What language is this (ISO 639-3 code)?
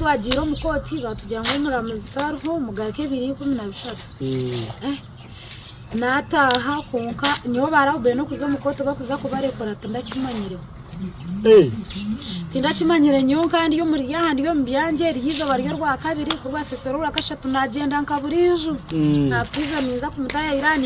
nyn